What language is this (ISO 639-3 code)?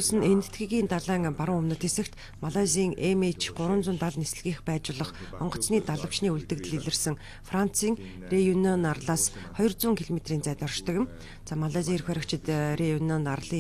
mon